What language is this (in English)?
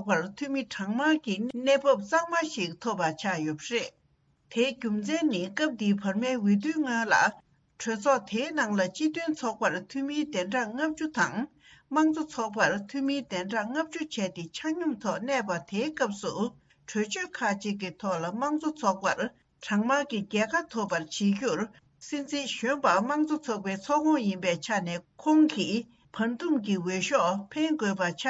Tibetan